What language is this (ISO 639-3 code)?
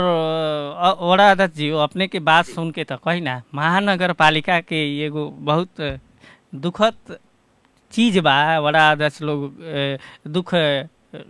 bho